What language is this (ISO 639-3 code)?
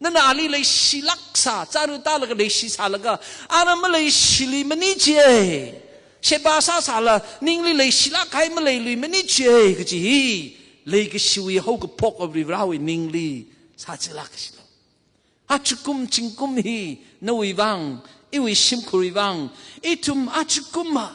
nmf